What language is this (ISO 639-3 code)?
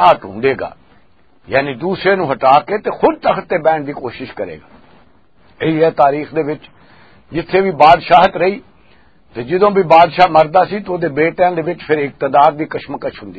lah